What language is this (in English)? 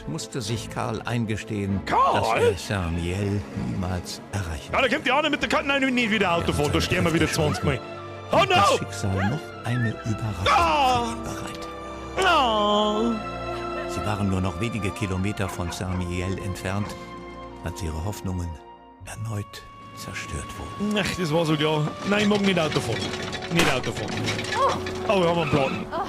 Bavarian